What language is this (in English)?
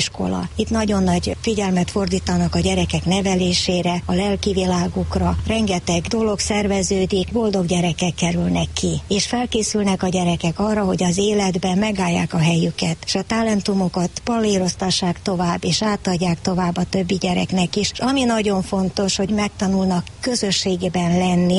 Hungarian